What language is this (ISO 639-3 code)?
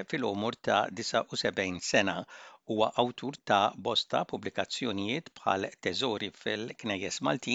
mlt